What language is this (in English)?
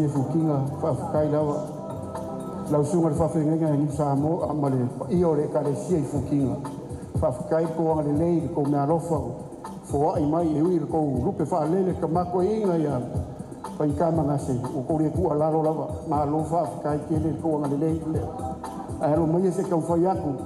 Samoan